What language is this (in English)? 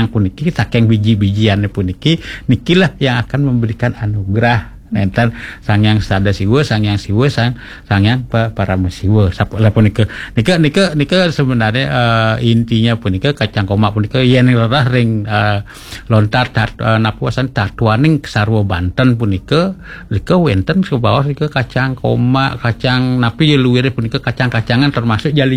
Balinese